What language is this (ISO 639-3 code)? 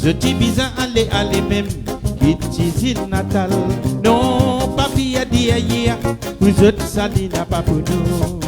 mfe